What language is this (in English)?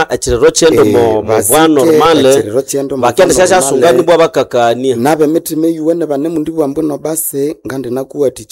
Nande